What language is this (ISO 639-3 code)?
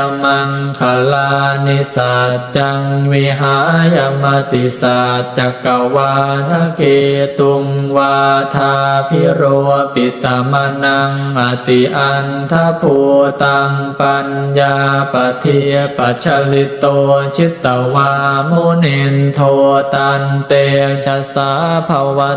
pli